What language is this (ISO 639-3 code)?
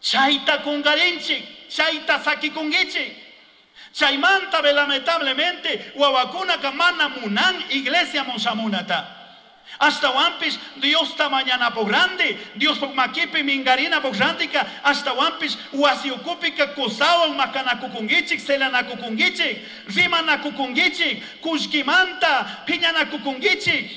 qug